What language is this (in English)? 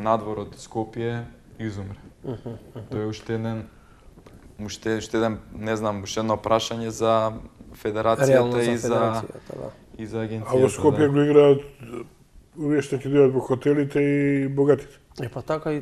Macedonian